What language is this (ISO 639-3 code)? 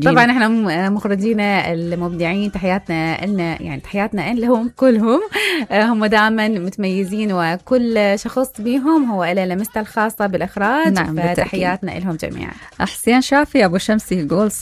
acm